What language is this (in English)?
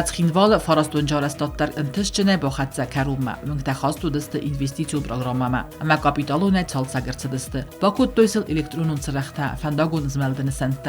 Ossetic